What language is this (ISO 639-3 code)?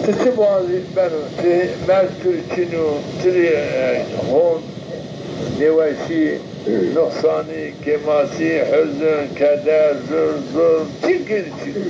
zza